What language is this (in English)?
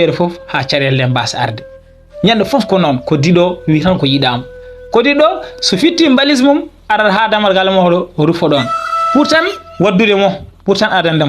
Fula